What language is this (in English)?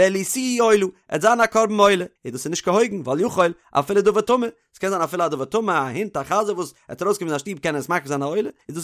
Yiddish